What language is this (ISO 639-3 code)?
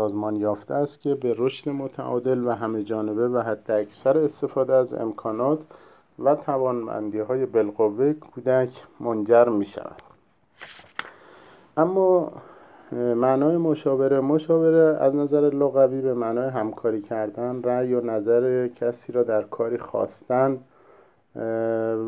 fas